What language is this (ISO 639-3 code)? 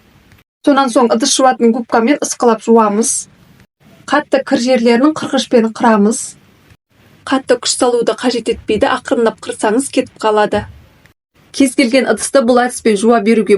kaz